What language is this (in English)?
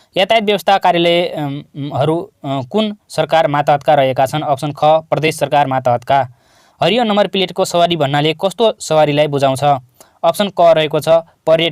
Nepali